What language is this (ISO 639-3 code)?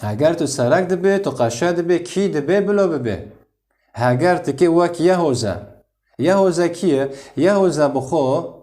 kur